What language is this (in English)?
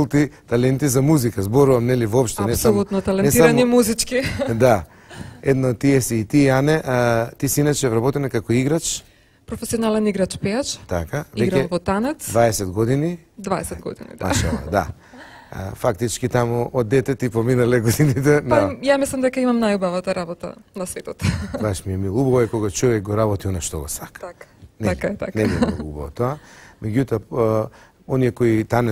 Macedonian